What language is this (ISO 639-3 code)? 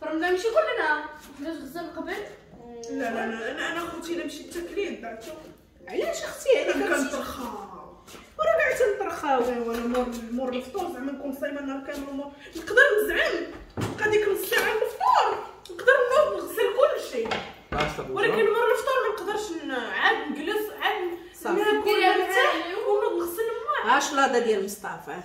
ary